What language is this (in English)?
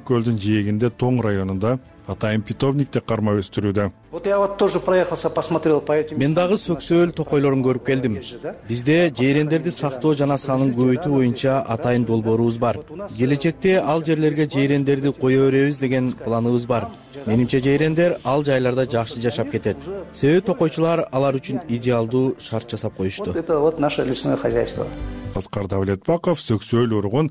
Kyrgyz